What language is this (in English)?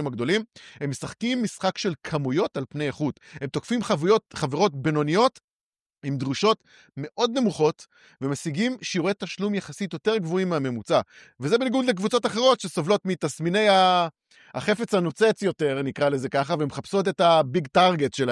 Hebrew